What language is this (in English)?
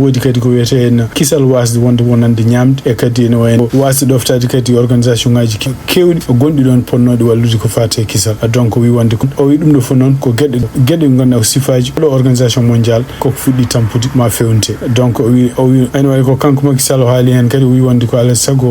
Fula